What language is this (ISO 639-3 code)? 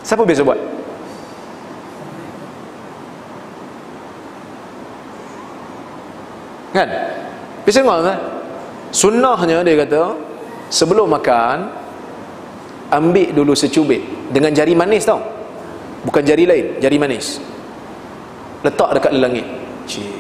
msa